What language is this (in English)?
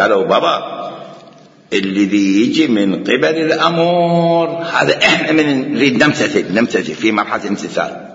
Mesopotamian Arabic